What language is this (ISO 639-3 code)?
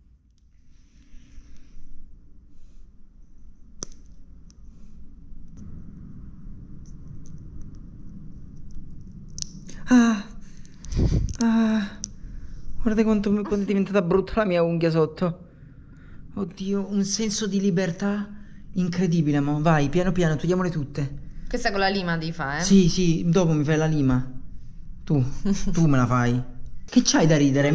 ita